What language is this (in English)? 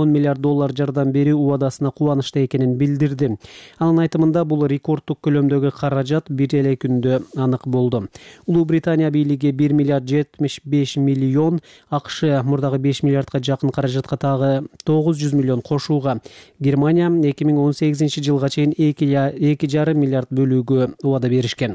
Kyrgyz